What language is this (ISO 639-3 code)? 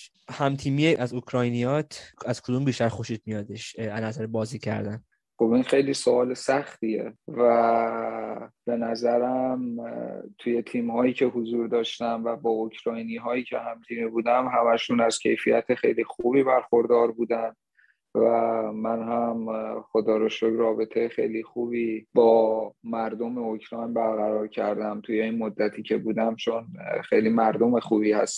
fas